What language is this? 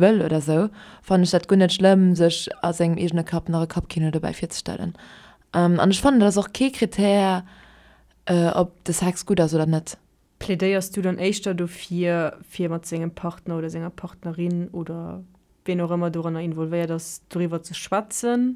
Luxembourgish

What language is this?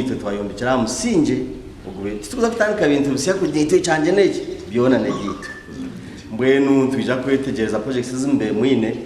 Nyankole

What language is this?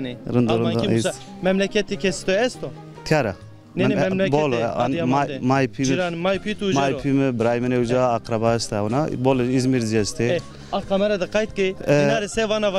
Zaza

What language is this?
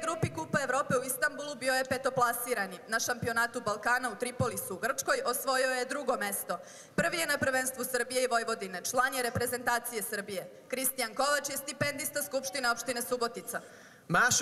Serbian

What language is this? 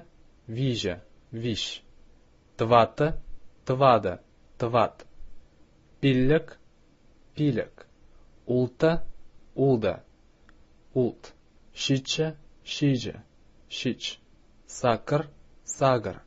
Chuvash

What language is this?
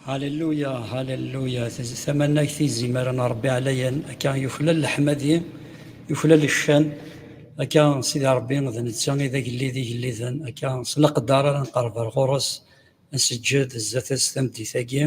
Kabyle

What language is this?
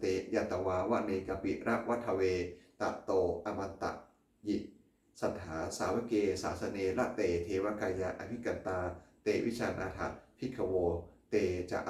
Pali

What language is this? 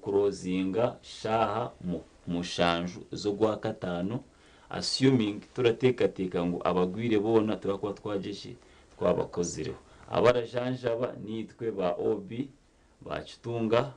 Nyankole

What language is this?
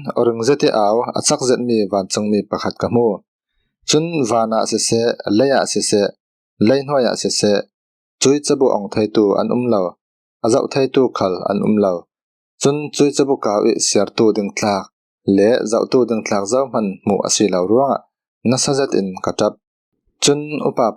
Falam Chin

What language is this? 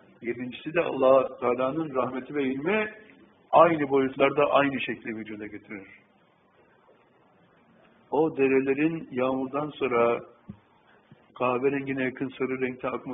Turkish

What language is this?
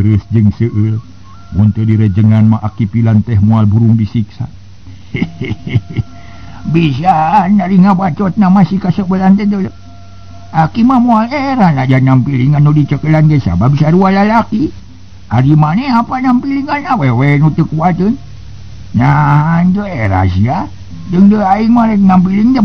Sundanese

